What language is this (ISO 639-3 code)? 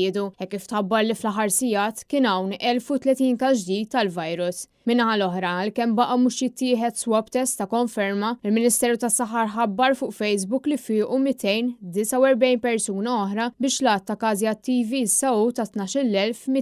mlt